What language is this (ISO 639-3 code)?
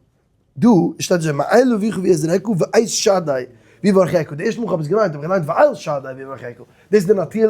yid